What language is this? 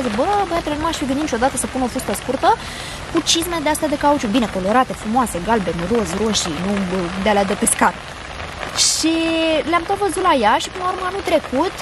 Romanian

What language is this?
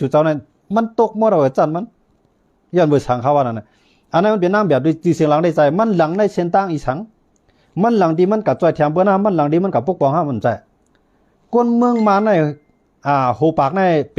Shan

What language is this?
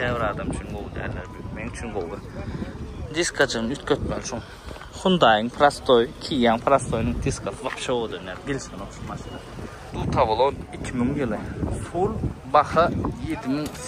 Turkmen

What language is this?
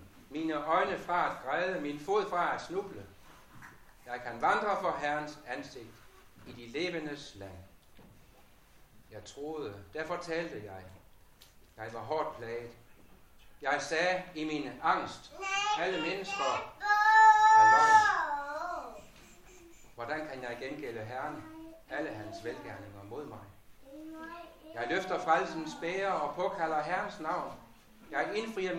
Danish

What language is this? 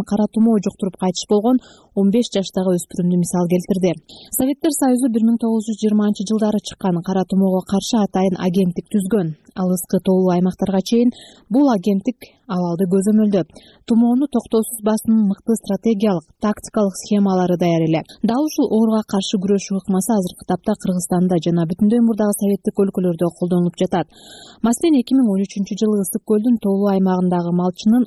Kyrgyz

